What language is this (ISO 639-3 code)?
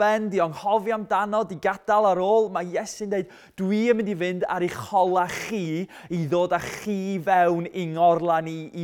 cym